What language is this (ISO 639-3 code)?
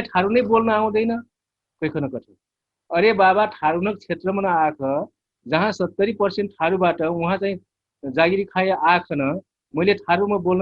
thl